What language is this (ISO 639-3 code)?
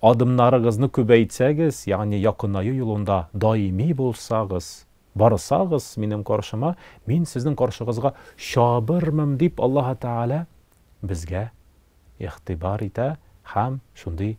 tat